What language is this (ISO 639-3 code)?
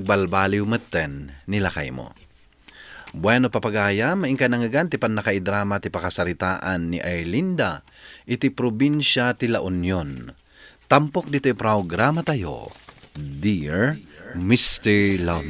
ilo